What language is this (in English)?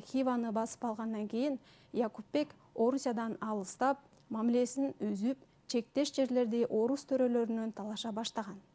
Kyrgyz